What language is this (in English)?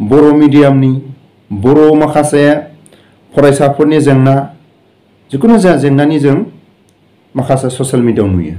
Bodo